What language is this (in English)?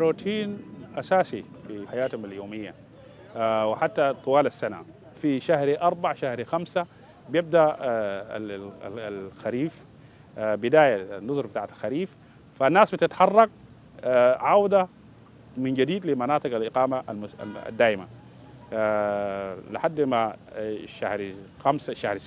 Dinka